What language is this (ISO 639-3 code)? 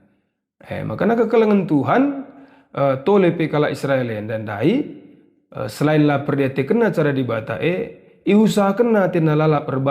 btx